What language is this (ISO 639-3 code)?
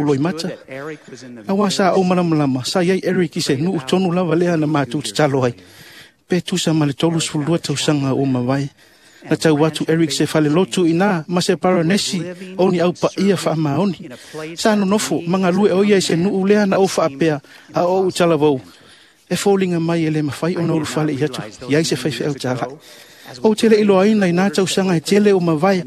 smo